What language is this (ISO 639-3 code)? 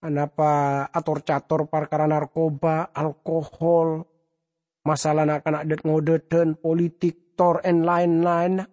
mad